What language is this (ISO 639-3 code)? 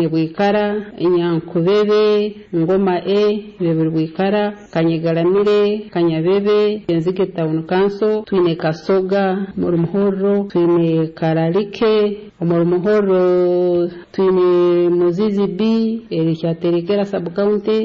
nyo